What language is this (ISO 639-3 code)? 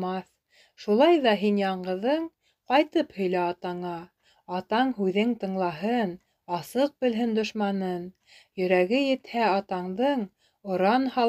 bak